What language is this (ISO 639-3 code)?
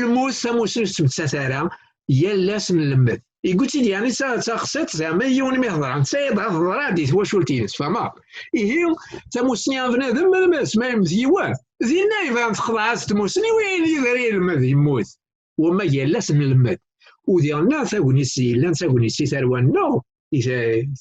kab